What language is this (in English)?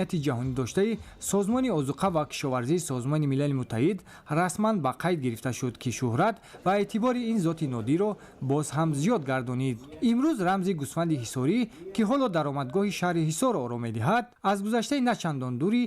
Tajik